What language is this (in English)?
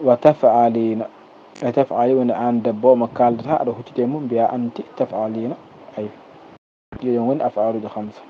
Fula